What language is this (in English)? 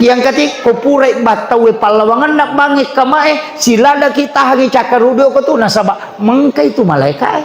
Buginese